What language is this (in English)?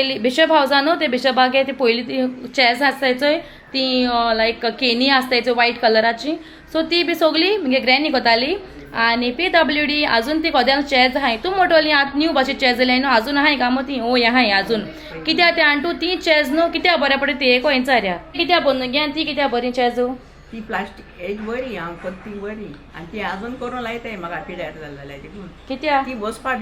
Konkani